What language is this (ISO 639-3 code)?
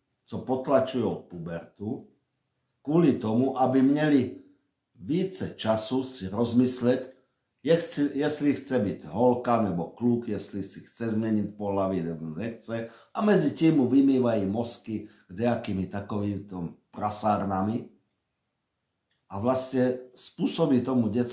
ces